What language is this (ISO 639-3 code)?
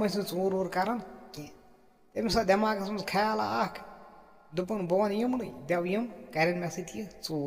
kas